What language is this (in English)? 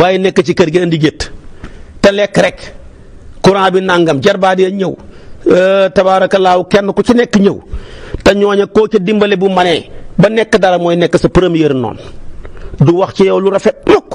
Wolof